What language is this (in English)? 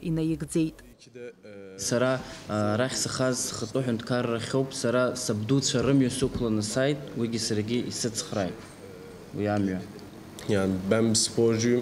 Abkhazian